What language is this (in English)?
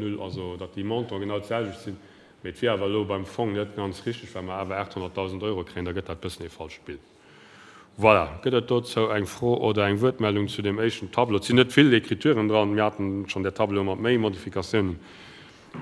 Luxembourgish